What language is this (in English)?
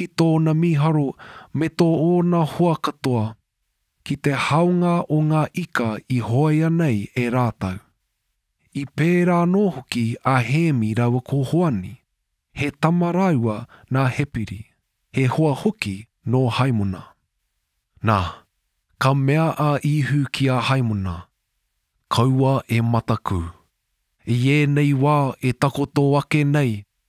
Māori